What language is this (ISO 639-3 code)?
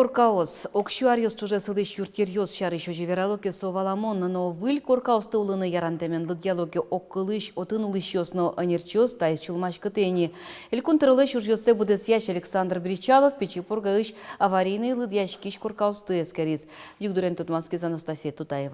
udm